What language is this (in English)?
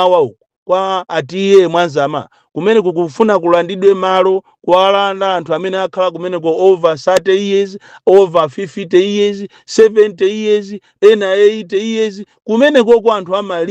Nyanja